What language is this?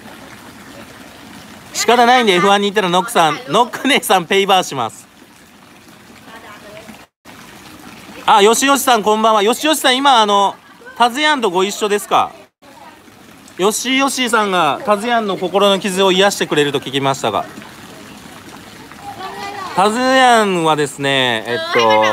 Japanese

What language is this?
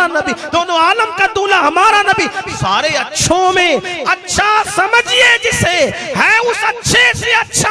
Urdu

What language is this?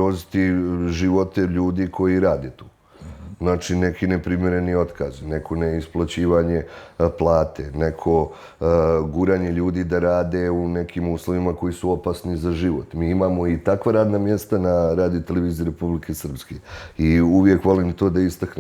Bosnian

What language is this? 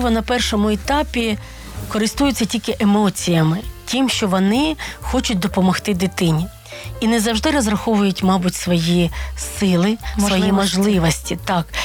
Ukrainian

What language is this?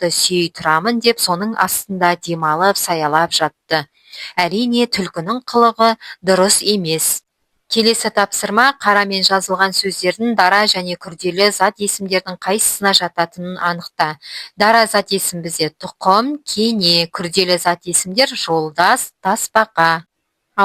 Kazakh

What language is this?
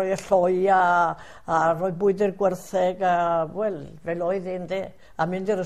Welsh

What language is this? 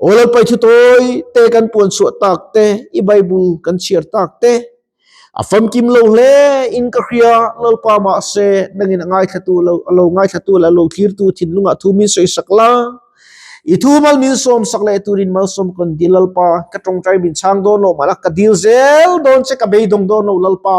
Mizo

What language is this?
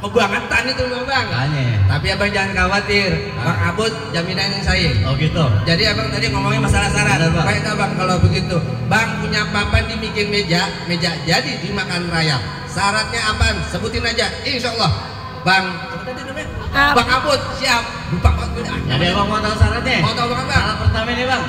Betawi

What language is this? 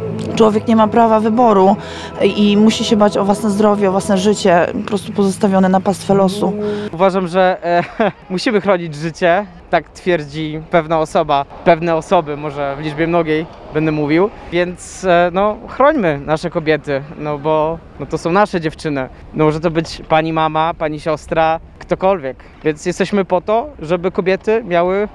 Polish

